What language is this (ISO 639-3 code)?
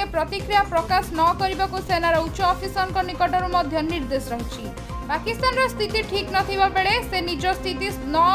ori